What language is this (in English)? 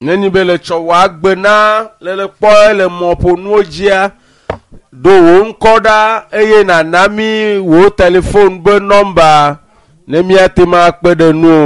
Ewe